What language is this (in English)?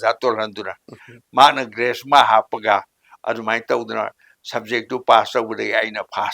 Manipuri